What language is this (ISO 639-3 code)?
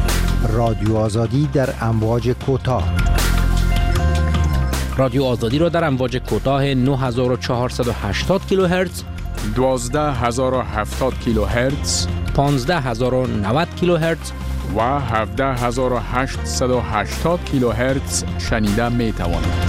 fas